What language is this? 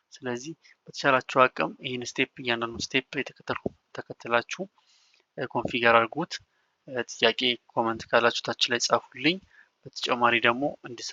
Amharic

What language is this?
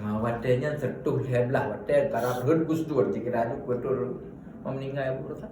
Achinese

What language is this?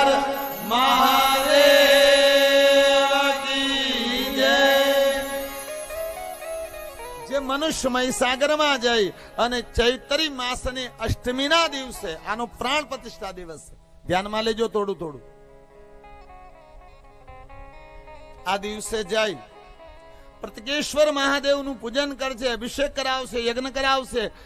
Gujarati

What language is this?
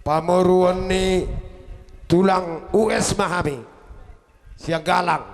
Batak Simalungun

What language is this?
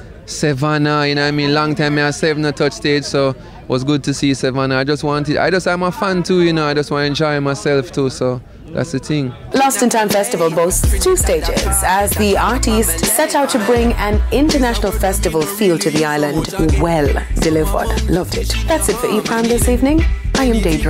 Jamaican Creole English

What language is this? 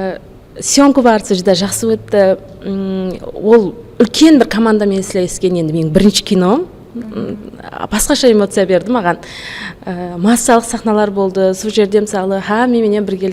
Kara-Kalpak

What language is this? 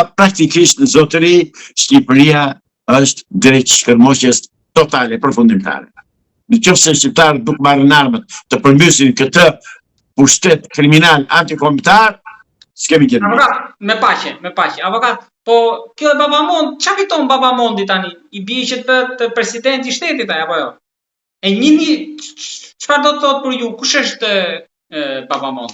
Albanian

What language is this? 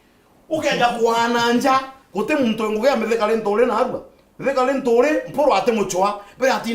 Meru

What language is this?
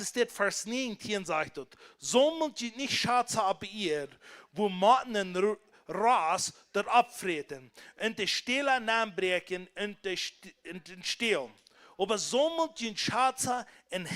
Plautdietsch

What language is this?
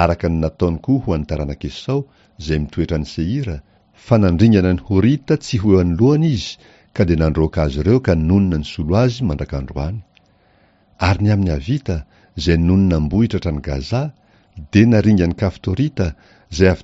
Malagasy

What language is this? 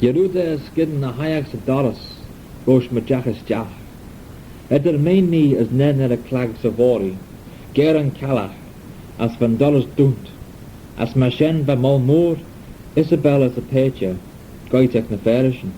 Manx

